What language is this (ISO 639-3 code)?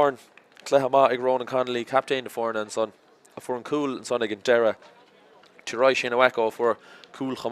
gle